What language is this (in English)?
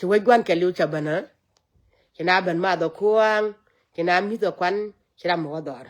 Nuer